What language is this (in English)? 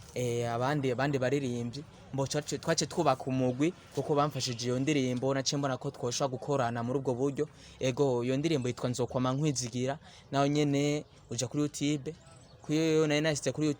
Rundi